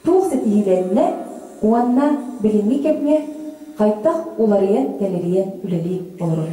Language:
Yakut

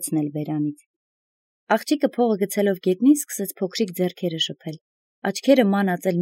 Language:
Armenian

